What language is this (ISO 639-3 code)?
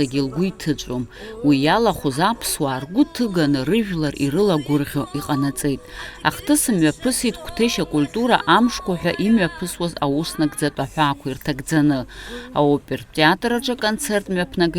abk